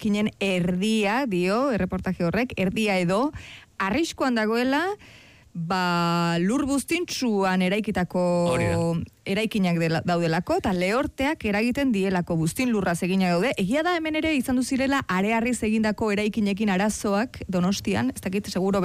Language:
Basque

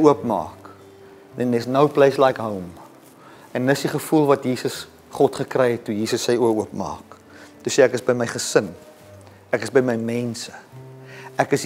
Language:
Afrikaans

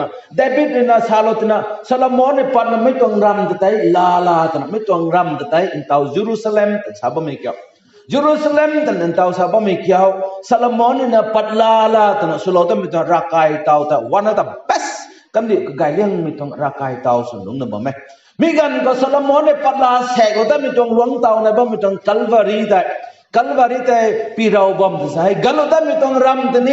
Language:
Rongmei Naga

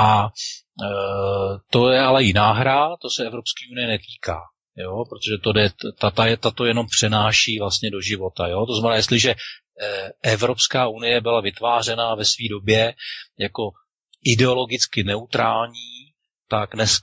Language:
Czech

